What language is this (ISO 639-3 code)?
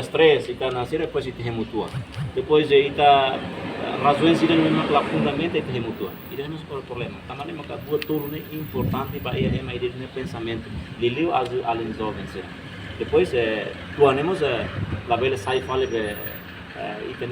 tet